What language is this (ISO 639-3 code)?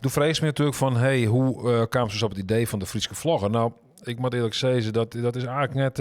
fry